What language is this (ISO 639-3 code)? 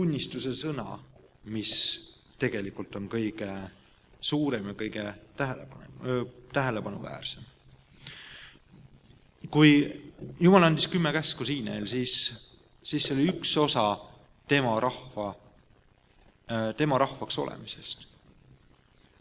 est